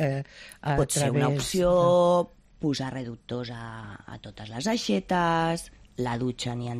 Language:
Catalan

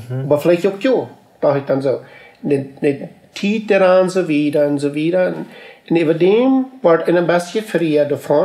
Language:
Plautdietsch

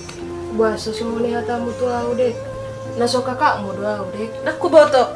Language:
Batak Toba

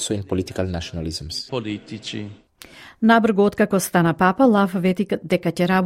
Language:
Macedonian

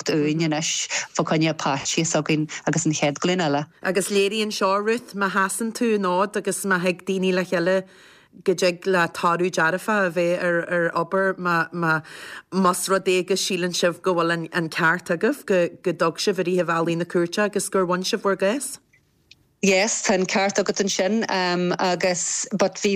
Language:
Irish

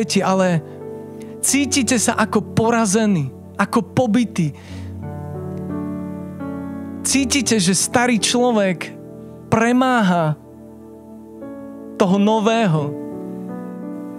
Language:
Slovak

